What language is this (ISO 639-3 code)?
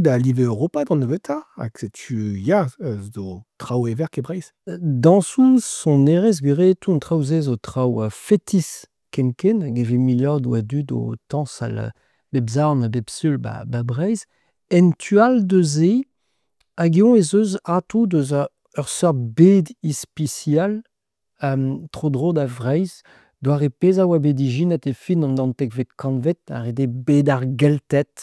bre